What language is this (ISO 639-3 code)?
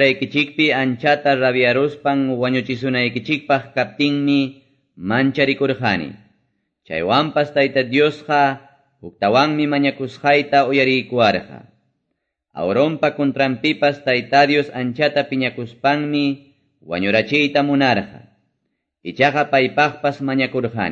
que